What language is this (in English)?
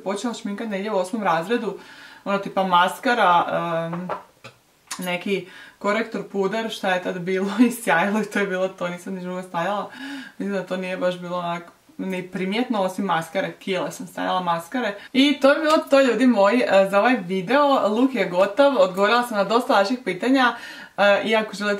Croatian